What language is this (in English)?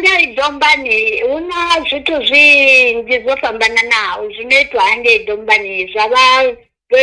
Venda